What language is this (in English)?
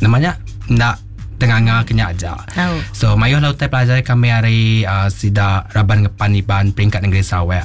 Iban